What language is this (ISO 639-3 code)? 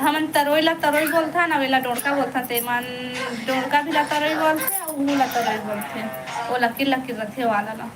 hne